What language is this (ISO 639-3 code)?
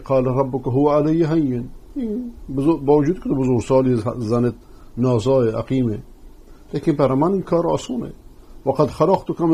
fas